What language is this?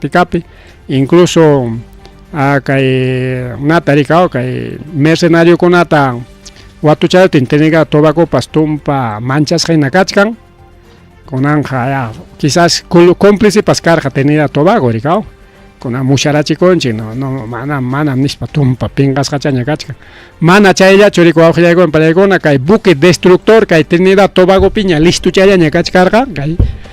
Ayacucho Quechua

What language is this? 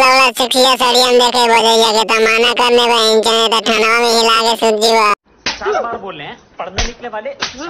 Magahi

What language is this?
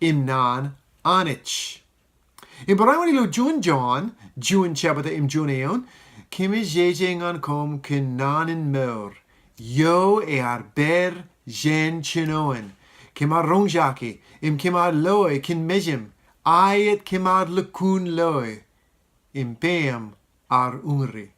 Marshallese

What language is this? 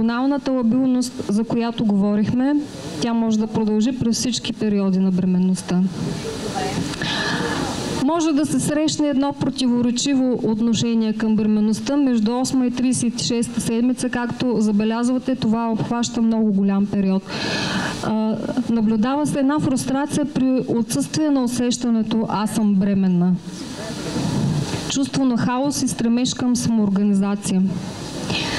Bulgarian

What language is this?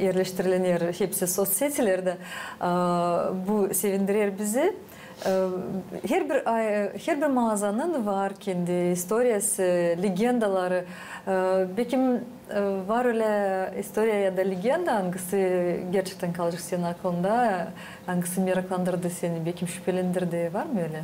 Gagauz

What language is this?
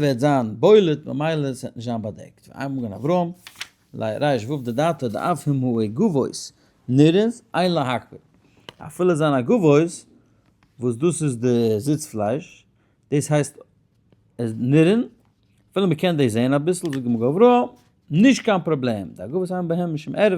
Yiddish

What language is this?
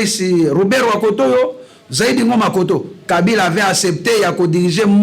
Lingala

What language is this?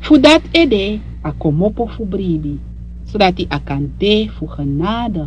Sranan Tongo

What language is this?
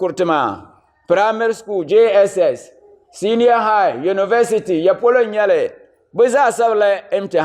Dagbani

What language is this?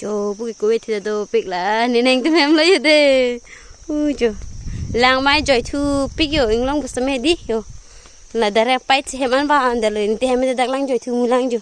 Karbi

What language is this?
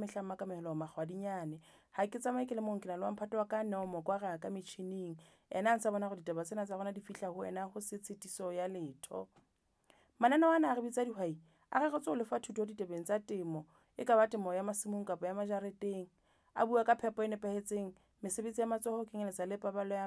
Southern Sotho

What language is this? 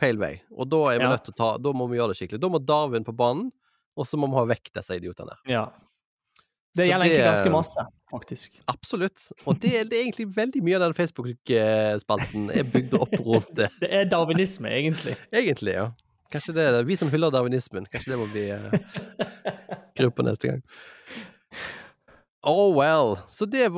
Norwegian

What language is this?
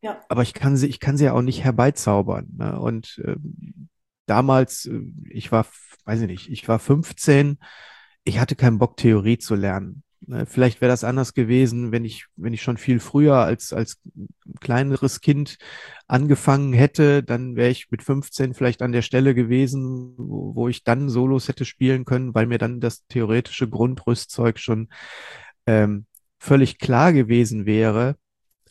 German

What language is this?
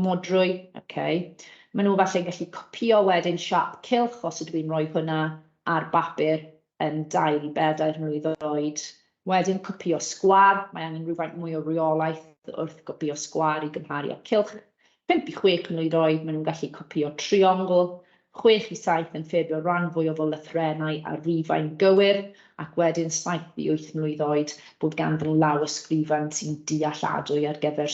Welsh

